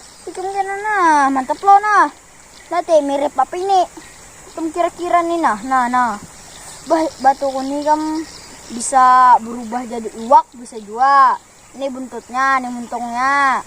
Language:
Banjar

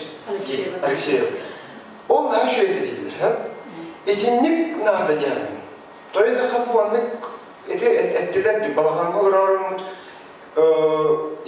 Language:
Yakut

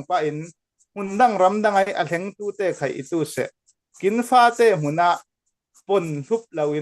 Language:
Falam Chin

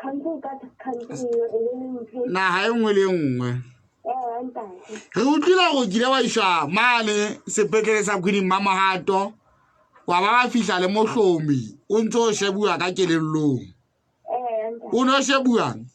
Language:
Southern Sotho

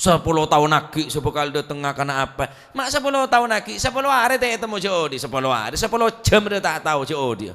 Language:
Madurese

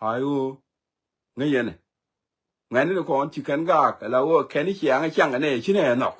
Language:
Nuer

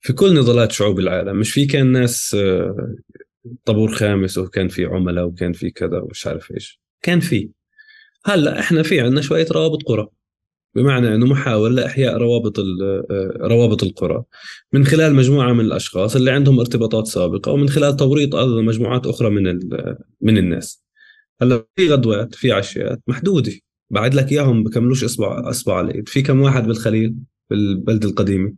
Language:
North Levantine Arabic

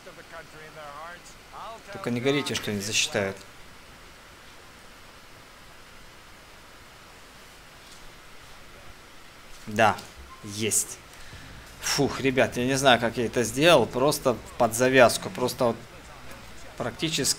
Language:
Russian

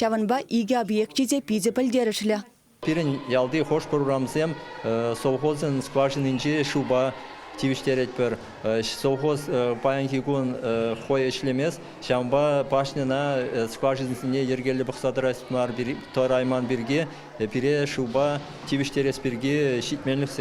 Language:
Chuvash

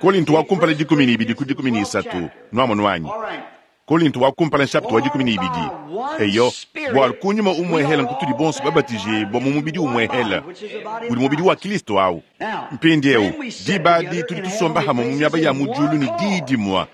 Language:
Luba-Lulua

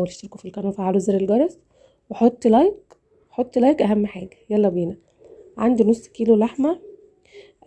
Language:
Egyptian Arabic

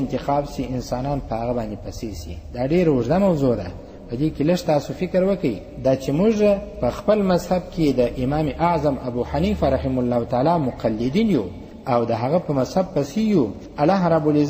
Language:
Pashto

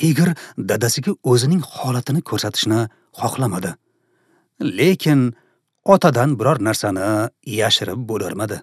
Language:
Uzbek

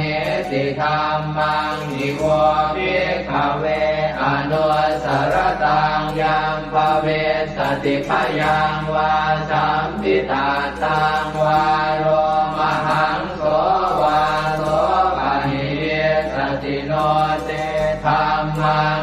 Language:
Pali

